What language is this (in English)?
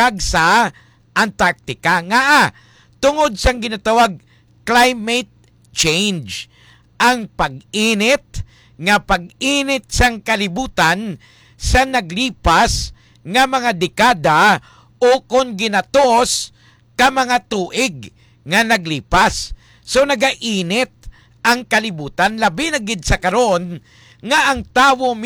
Hiligaynon